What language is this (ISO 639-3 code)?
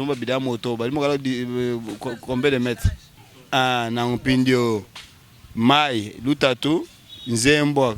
lua